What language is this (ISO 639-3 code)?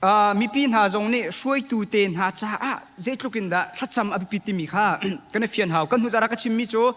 cnh